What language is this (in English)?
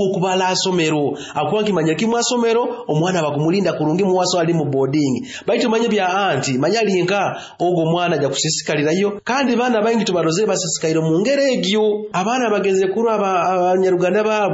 Nyoro